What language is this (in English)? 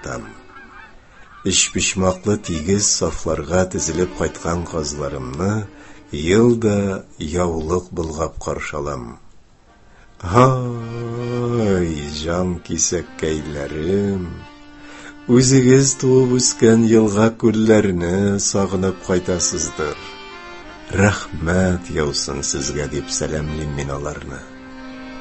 Tatar